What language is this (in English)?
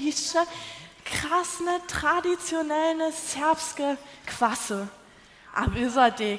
Upper Sorbian